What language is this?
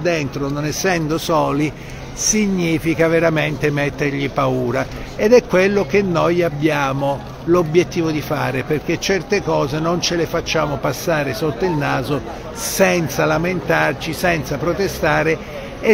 Italian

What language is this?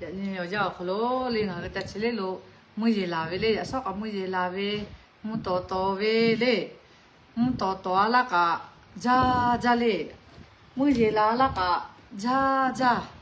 Lahu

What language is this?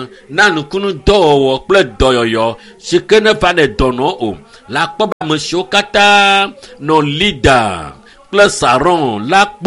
Ewe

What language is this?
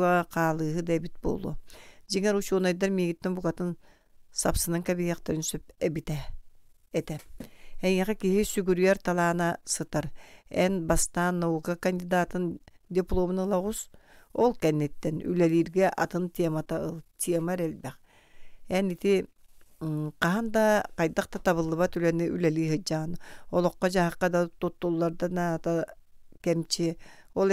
Yakut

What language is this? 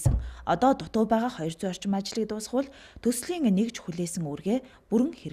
Mongolian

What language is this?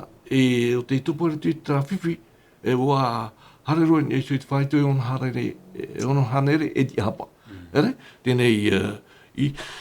Tahitian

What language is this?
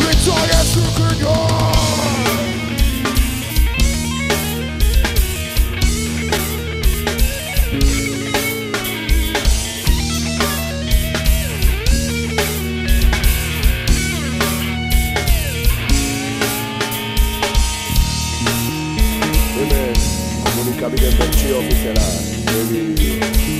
Basque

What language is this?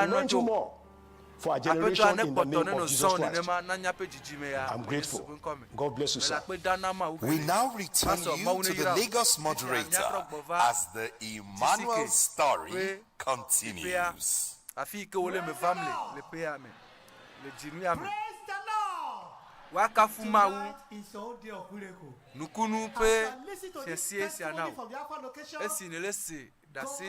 Ewe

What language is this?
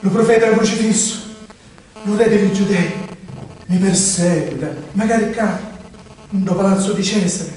Sicilian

